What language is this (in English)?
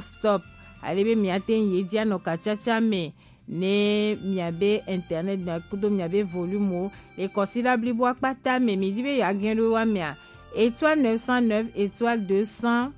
Gen